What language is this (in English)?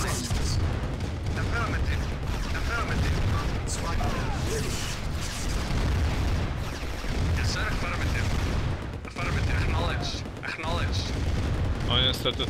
Polish